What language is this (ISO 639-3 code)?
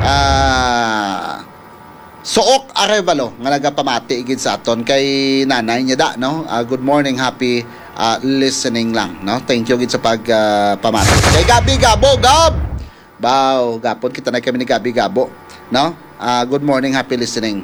hil